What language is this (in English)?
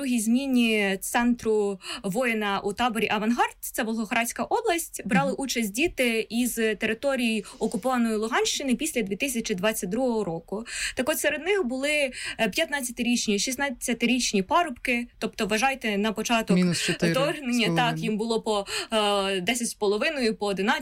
Ukrainian